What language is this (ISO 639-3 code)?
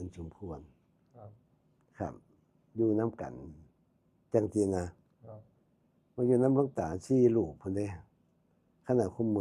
tts